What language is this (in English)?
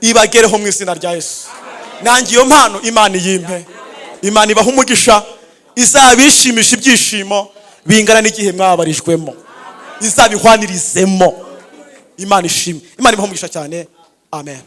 Kinyarwanda